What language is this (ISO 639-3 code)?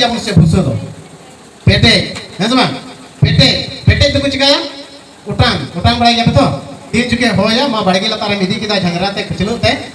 sat